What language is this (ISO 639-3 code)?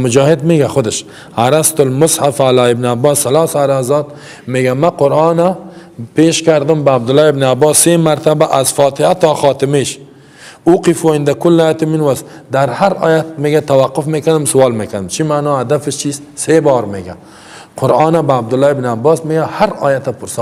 fas